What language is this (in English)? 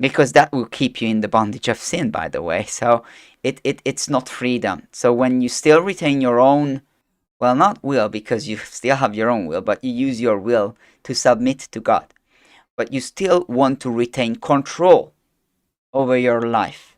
English